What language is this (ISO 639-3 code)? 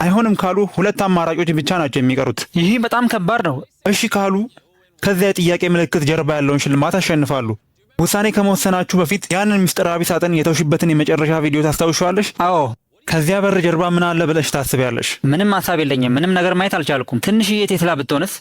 amh